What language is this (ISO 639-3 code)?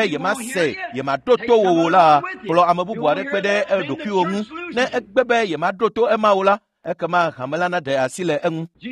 ewe